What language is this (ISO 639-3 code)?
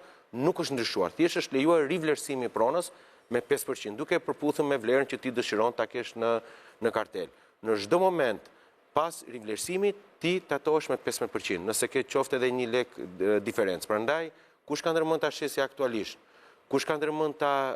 sqi